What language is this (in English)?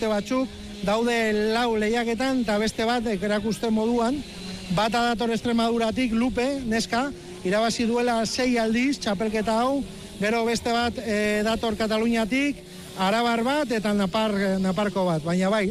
Basque